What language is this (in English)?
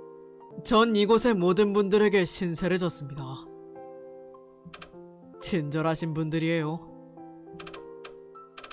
Korean